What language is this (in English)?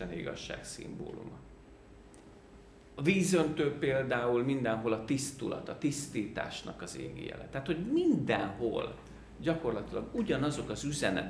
Hungarian